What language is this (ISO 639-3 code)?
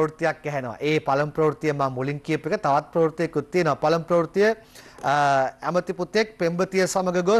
sin